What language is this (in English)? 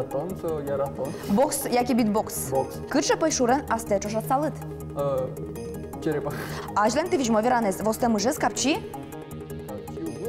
Udmurt